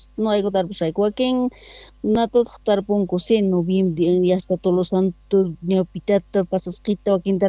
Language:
South Bolivian Quechua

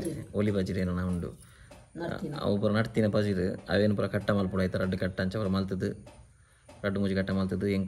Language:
Tulu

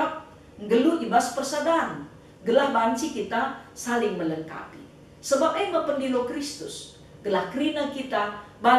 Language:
Batak Karo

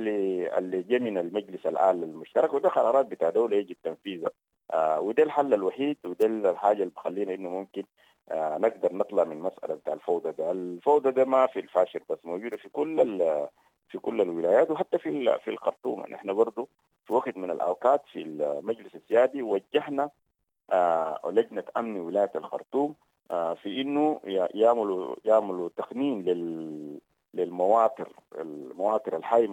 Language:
Sudanese Arabic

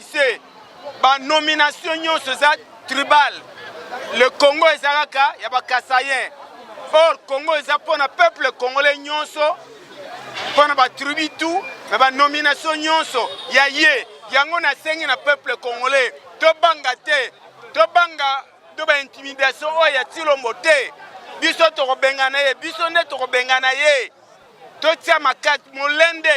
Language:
Lingala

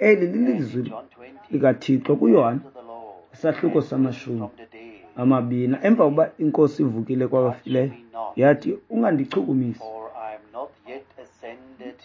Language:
Xhosa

